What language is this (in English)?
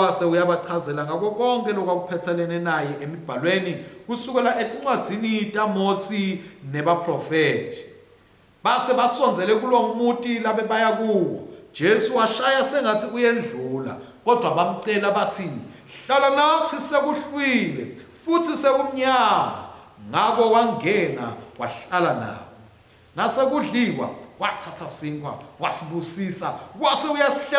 Swati